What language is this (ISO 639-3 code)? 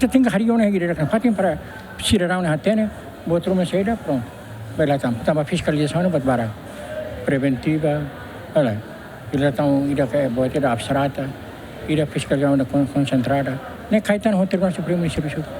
tet